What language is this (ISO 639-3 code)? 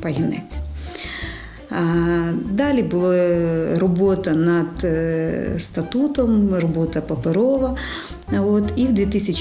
ukr